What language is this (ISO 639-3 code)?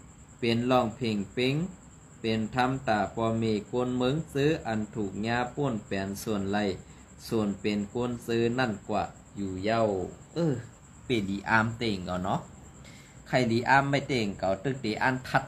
shn